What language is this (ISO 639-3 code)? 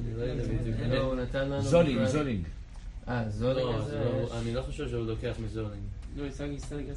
heb